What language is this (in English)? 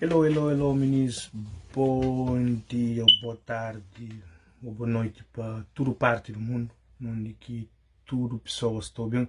Kabuverdianu